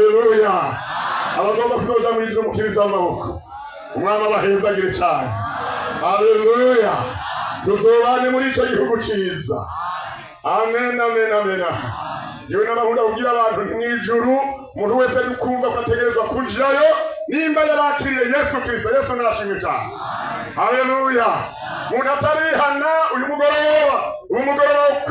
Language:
Rundi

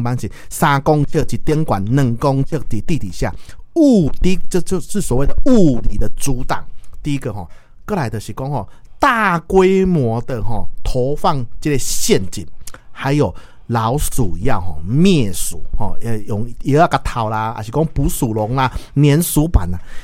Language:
Min Nan Chinese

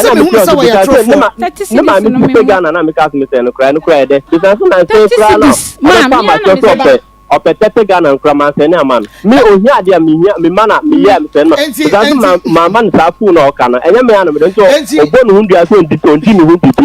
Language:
Akan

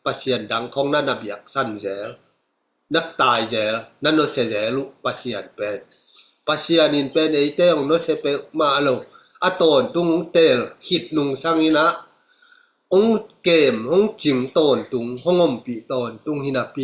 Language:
Tedim Chin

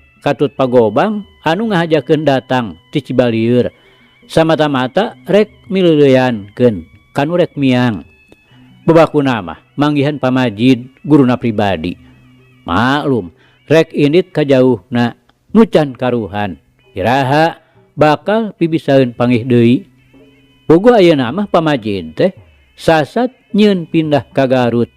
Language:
Sundanese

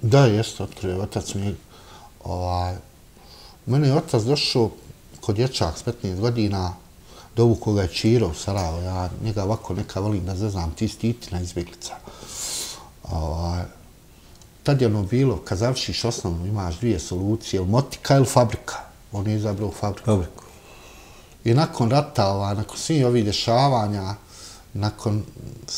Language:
Bosnian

